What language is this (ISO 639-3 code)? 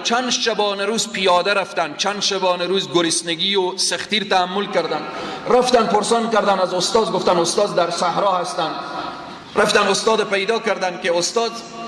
fas